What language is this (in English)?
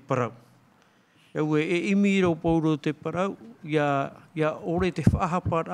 Tahitian